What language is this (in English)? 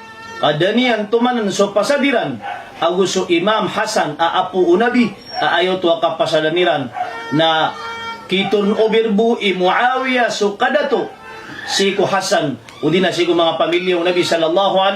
Maranao